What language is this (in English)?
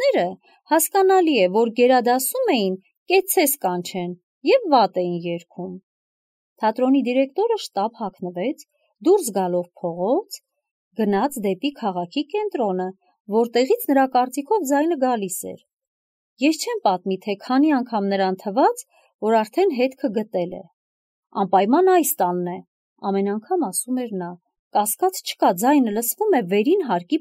Armenian